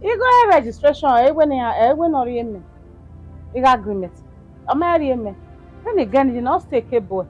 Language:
Bini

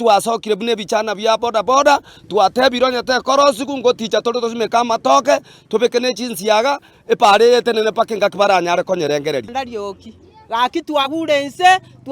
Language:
Gusii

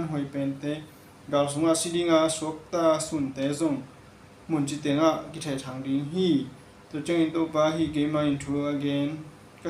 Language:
Tedim Chin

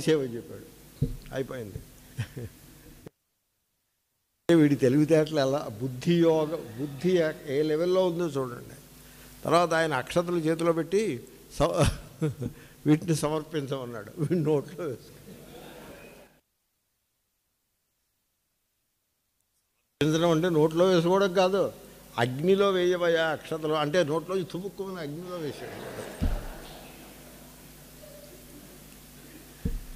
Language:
Telugu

